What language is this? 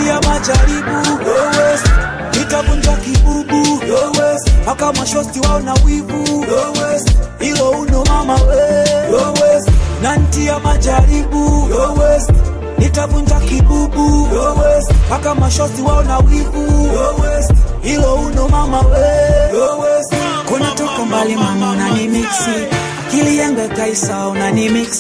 Swahili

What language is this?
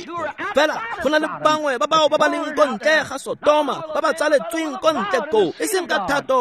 Tswana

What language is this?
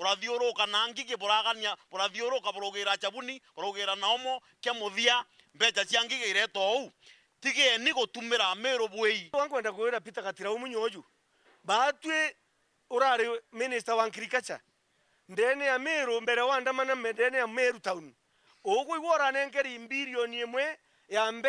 Meru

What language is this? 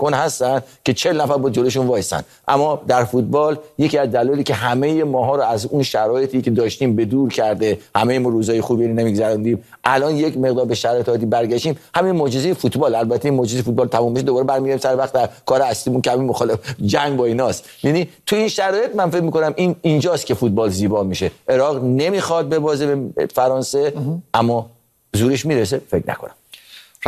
Persian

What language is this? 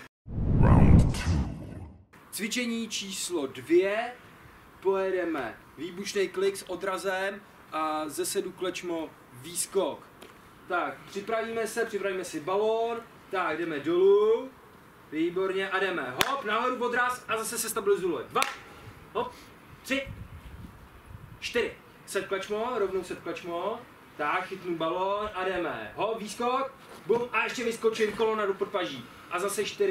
Czech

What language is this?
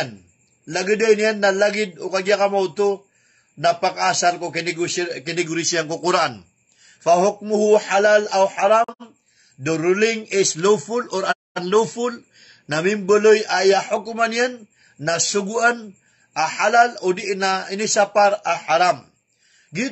Maranao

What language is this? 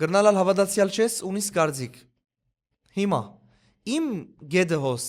Western Armenian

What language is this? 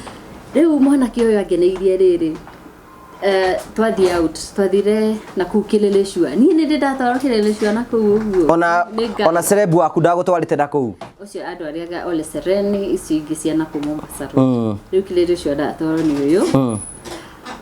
Kikuyu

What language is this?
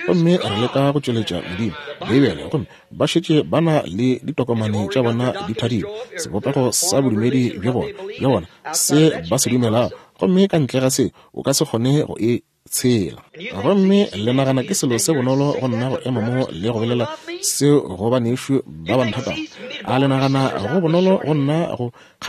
Northern Sotho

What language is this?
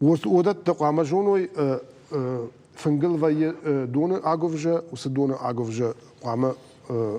Ossetic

